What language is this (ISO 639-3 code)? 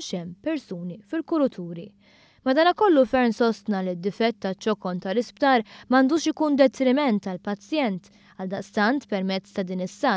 mlt